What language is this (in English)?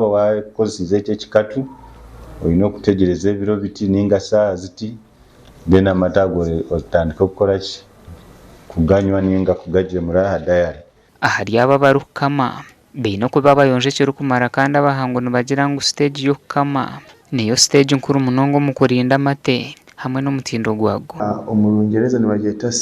Nyankole